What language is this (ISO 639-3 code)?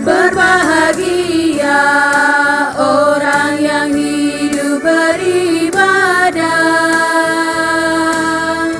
abs